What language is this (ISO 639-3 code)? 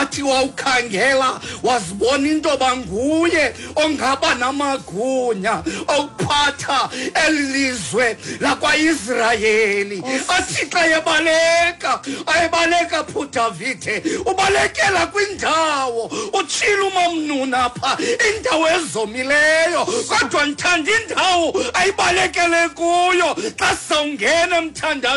xho